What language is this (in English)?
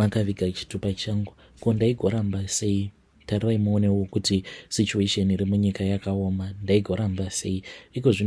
Shona